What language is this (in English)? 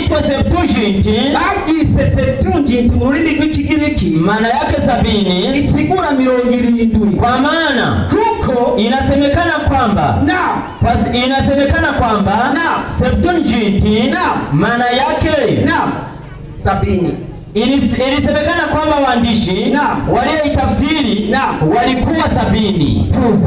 Rundi